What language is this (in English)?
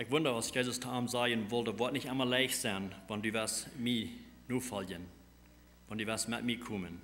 Plautdietsch